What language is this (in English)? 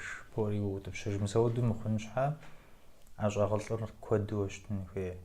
Kabardian